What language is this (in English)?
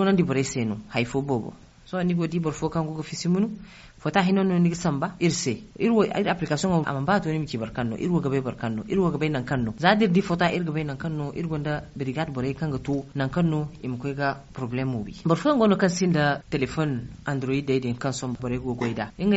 Zarma